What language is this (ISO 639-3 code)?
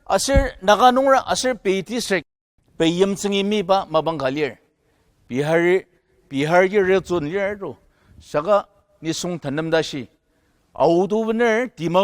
njo